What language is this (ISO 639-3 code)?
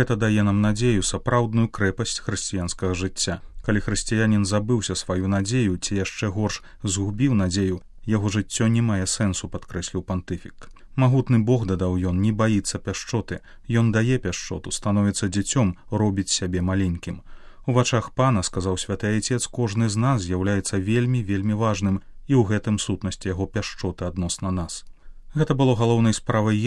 bel